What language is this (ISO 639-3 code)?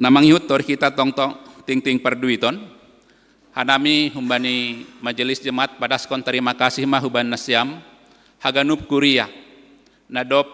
bts